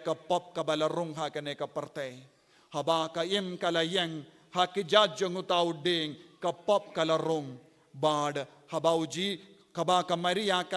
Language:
Khasi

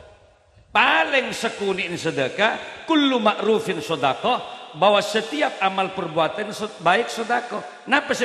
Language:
Madurese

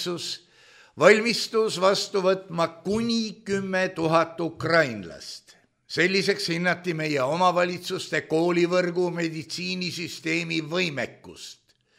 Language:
Estonian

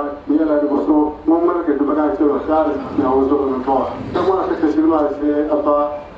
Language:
Dagbani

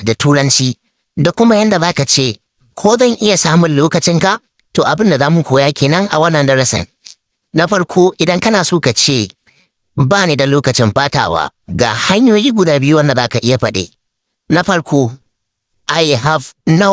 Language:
Hausa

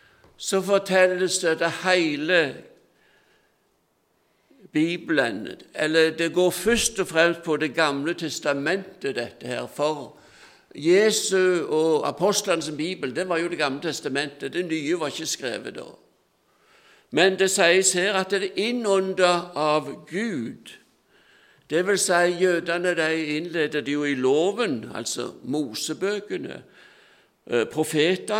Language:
Norwegian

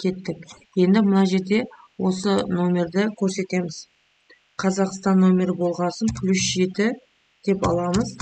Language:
Kazakh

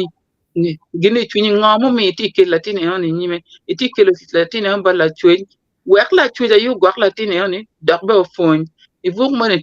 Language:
Acoli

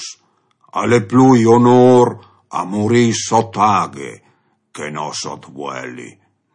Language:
Friulian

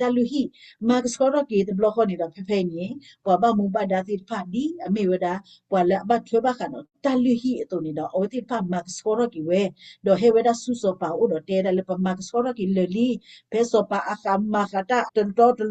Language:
S'gaw Karen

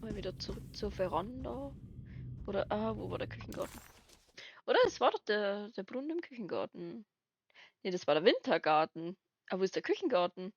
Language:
Bavarian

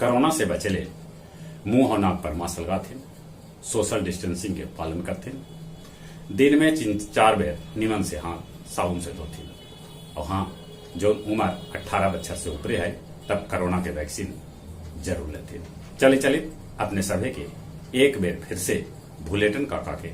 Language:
Magahi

